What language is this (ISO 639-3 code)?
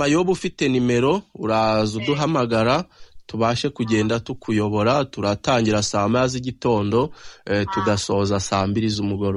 kin